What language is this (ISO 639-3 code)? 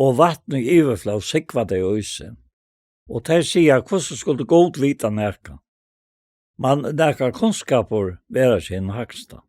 fao